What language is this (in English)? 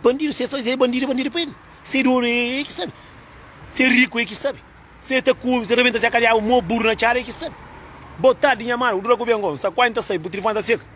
Kabuverdianu